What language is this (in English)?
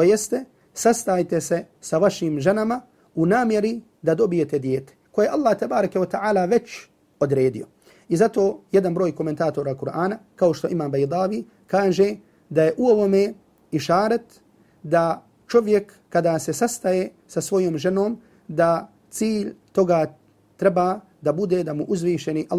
Bosnian